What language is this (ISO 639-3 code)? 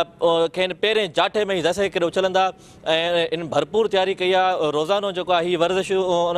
snd